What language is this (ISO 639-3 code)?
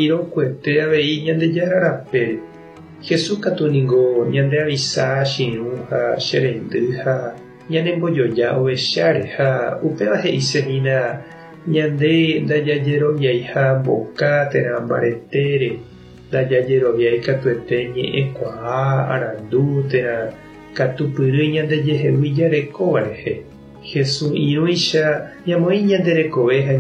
grn